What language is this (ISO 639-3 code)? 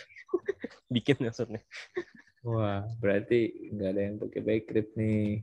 ind